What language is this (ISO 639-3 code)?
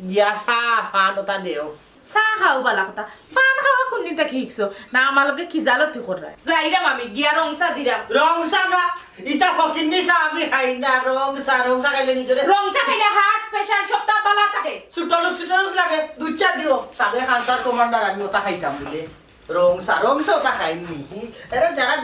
syl